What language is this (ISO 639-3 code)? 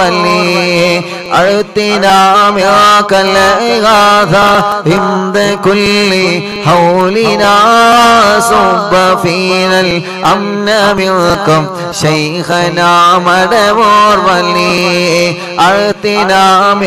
mal